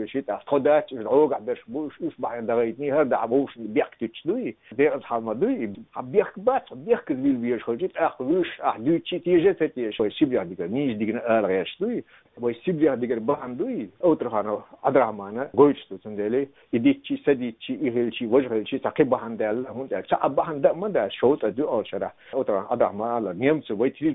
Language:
Chechen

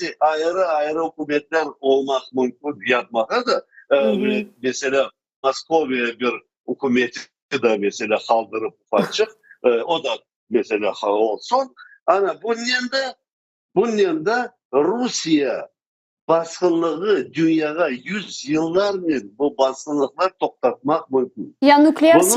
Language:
Crimean Tatar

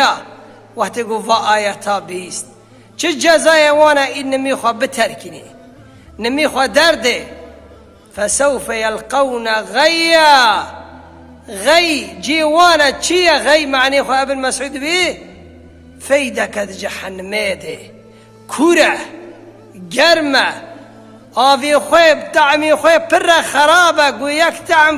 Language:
Kurdish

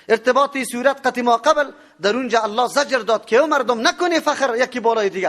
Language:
Persian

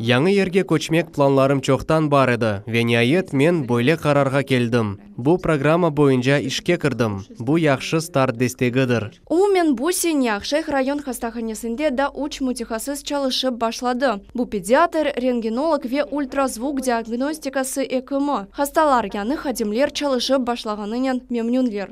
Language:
Crimean Tatar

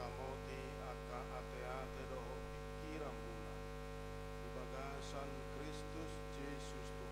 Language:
Batak Toba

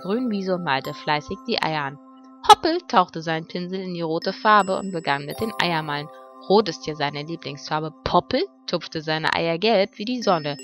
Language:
German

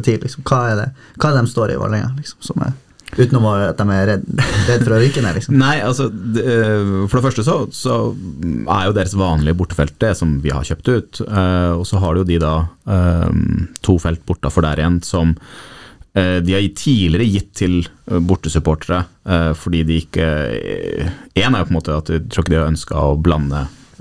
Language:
Norwegian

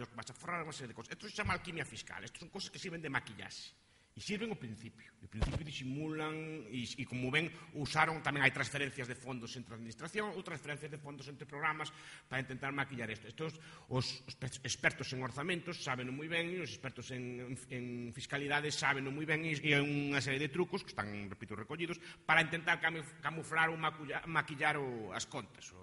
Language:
Galician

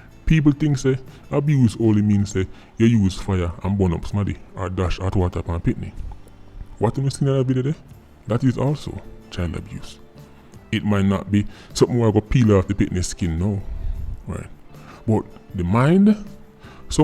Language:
Jamaican Creole English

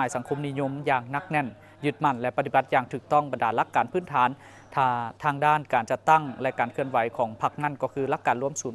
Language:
Lao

